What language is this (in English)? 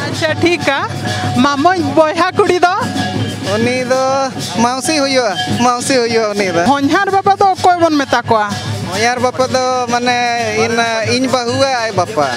Santali